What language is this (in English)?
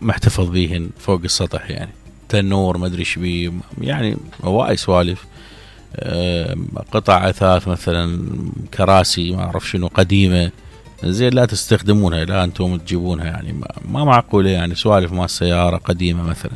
Mesopotamian Arabic